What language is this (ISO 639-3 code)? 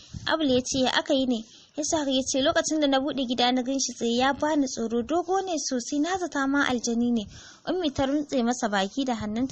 hau